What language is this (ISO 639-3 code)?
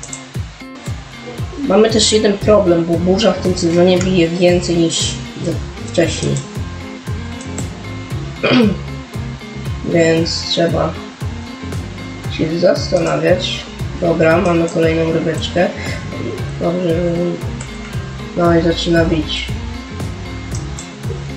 pol